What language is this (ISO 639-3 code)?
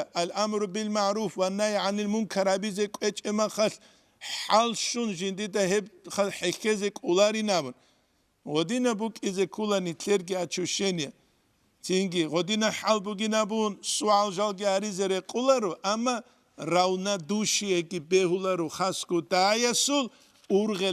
ava